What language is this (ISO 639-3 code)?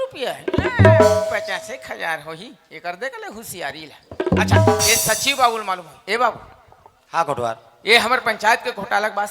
hne